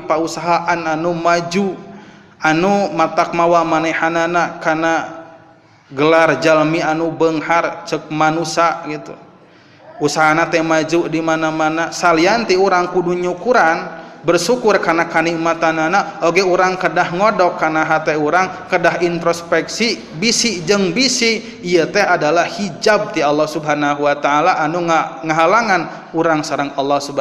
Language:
Sundanese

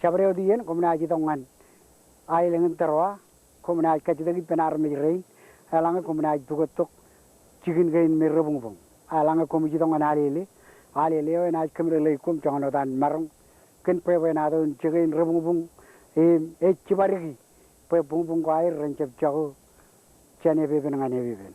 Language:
Marshallese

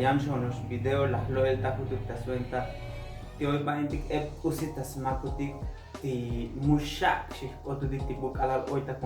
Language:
Tzotzil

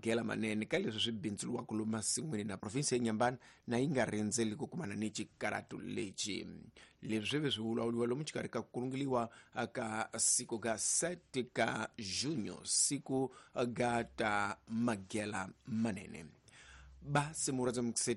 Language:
Tsonga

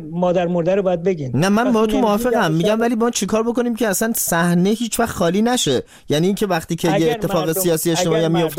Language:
Persian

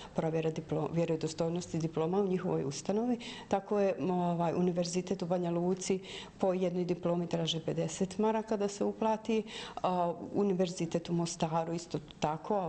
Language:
Bosnian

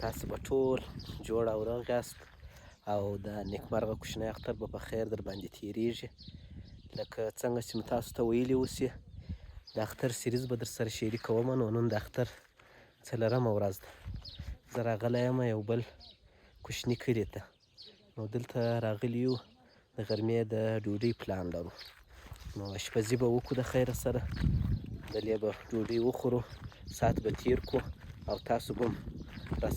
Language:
Pashto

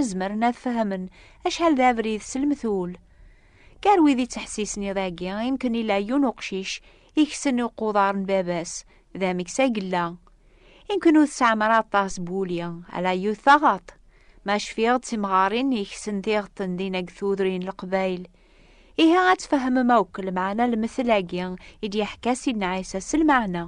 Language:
Kabyle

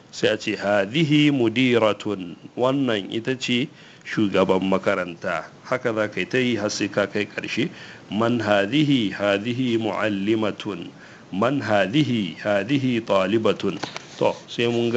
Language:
Hausa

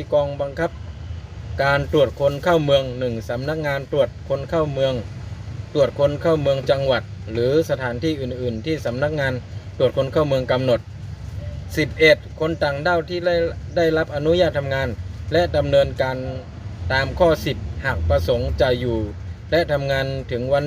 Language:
Shan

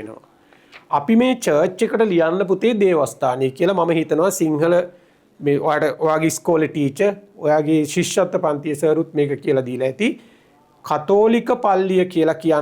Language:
Sinhala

